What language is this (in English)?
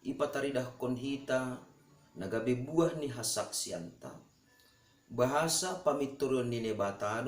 Batak Simalungun